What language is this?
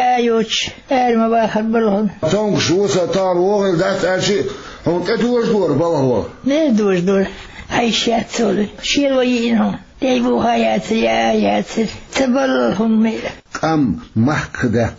Chechen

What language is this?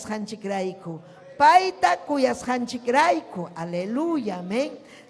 Ayacucho Quechua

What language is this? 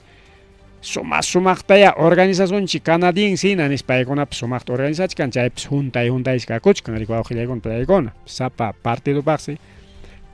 Ayacucho Quechua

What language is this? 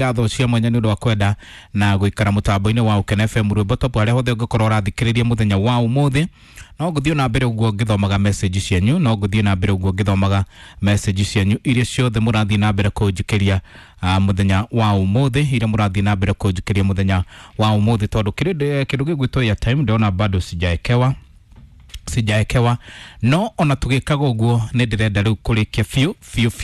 Kikuyu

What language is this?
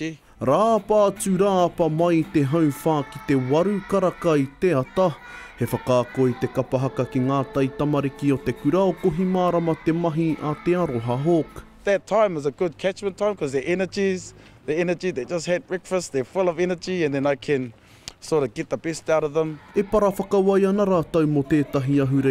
Māori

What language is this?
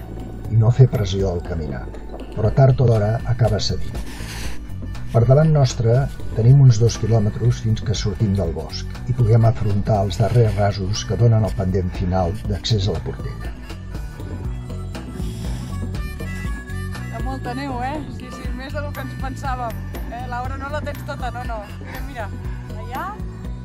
Catalan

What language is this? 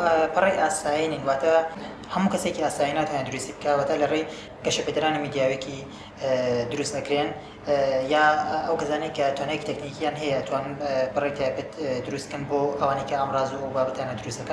Central Kurdish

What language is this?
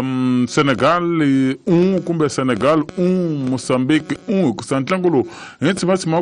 Tsonga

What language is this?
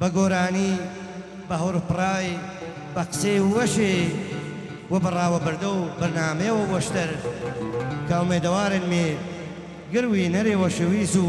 Gurani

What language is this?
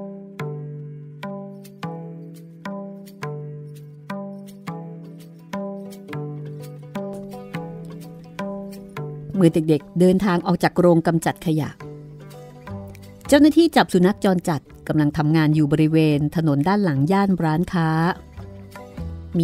Thai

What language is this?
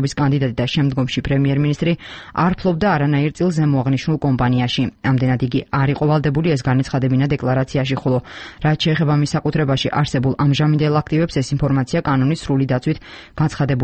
Georgian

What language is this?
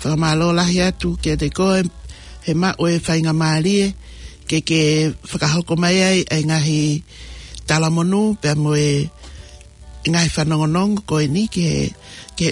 Tongan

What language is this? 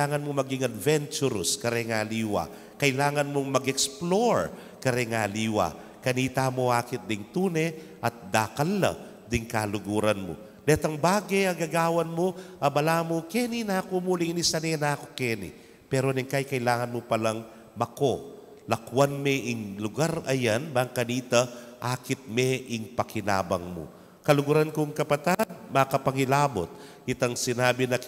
Pampanga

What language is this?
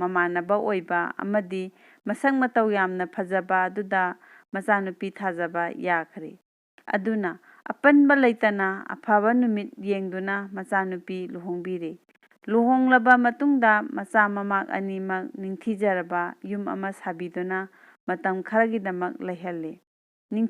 Manipuri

